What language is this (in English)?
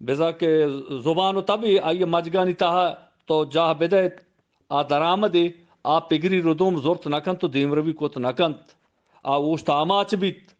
Eastern Balochi